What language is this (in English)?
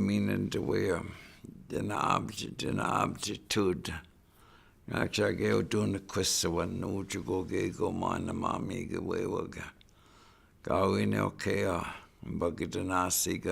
Chippewa